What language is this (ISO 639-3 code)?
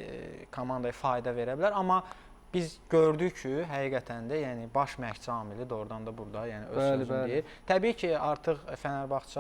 aze